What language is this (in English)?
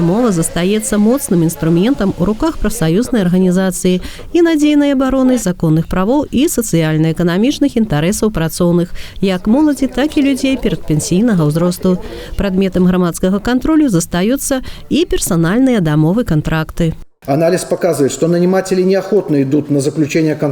Belarusian